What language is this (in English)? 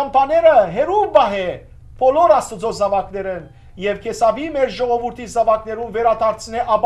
Western Armenian